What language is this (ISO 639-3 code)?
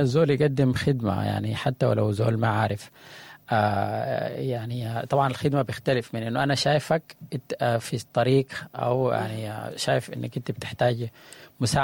apd